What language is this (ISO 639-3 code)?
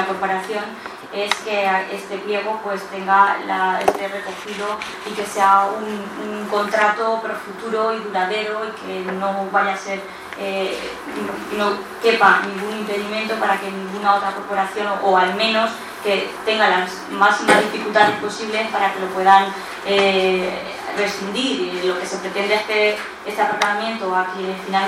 spa